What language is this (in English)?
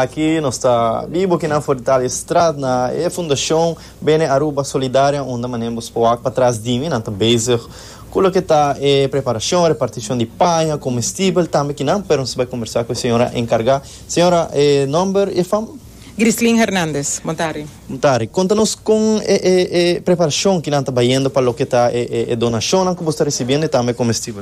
Papiamento